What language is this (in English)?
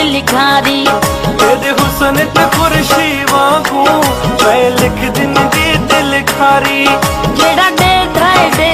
Pahari-Potwari